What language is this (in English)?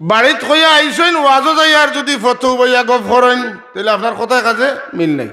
Sylheti